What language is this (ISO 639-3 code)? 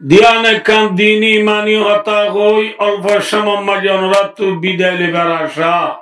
rhg